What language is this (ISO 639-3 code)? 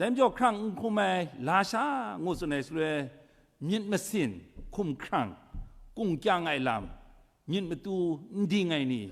kac